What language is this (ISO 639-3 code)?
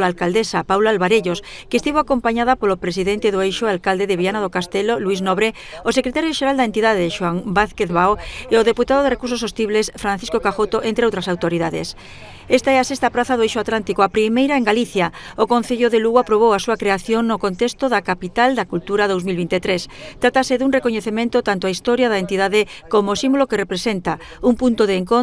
glg